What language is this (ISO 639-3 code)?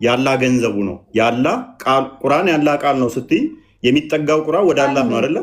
amh